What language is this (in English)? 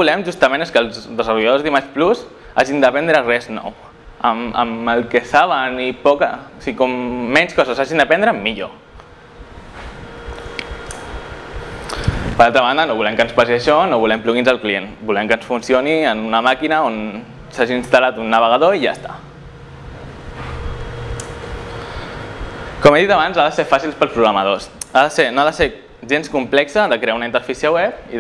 Catalan